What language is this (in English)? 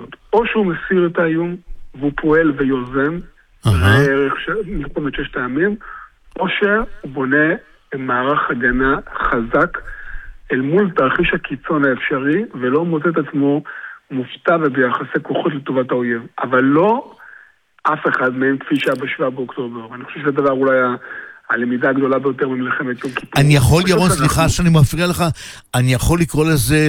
Hebrew